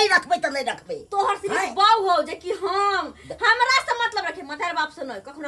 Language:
Maithili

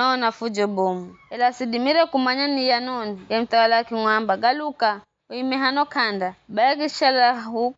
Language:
Giryama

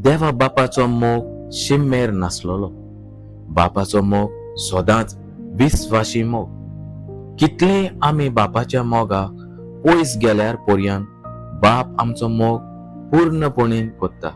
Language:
Konkani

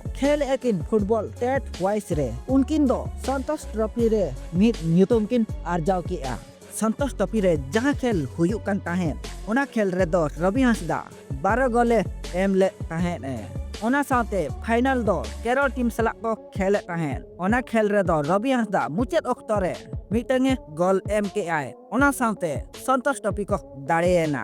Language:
Santali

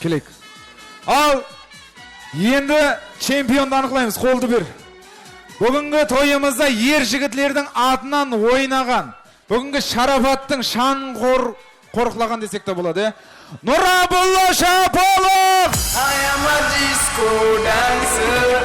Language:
Kara-Kalpak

